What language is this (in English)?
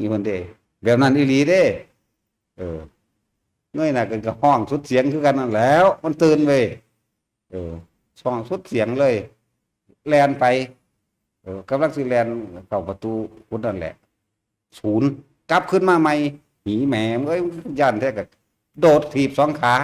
Northeastern Thai